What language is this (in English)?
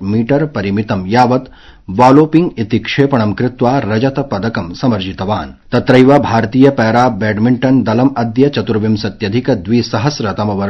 Sanskrit